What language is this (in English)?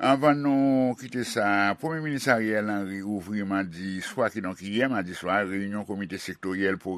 Haitian Creole